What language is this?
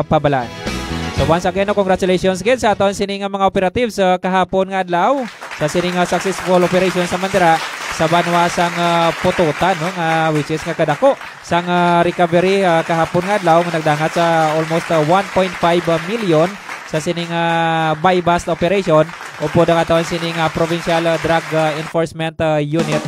Hiligaynon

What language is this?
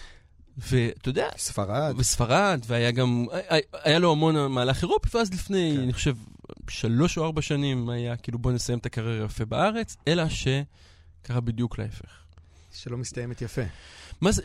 Hebrew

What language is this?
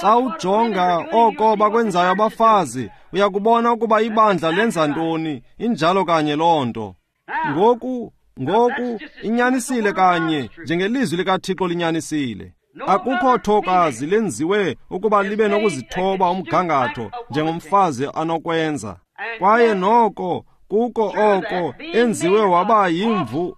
Xhosa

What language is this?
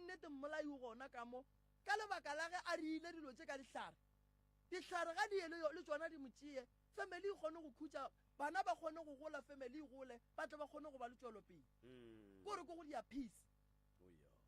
Northern Sotho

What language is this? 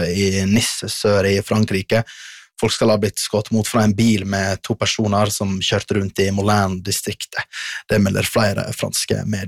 Norwegian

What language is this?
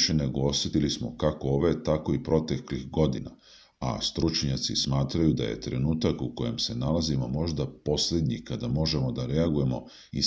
Serbian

